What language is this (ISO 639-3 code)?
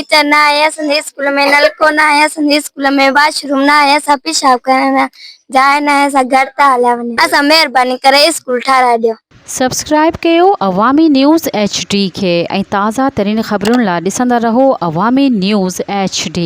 snd